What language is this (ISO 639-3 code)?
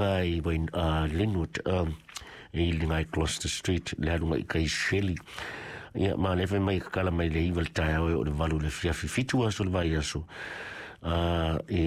smo